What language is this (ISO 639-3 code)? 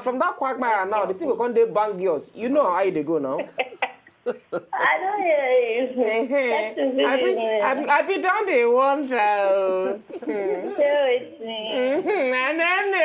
pcm